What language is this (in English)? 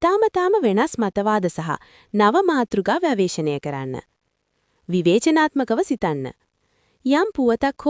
Sinhala